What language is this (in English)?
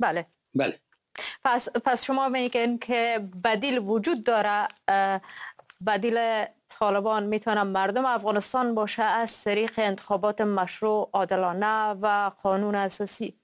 Persian